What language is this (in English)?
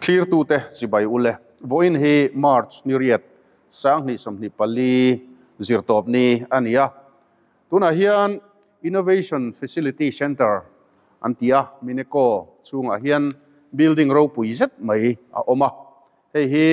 Mizo